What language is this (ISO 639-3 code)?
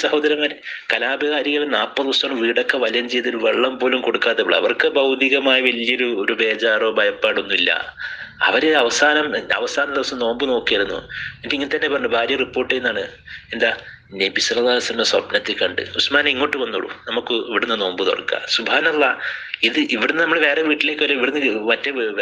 mal